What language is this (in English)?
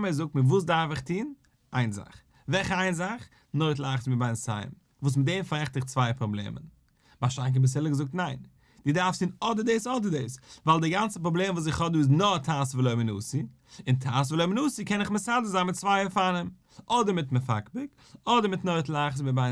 Yiddish